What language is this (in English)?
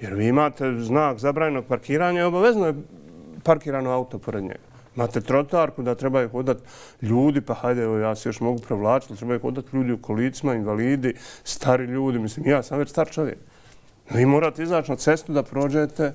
Bosnian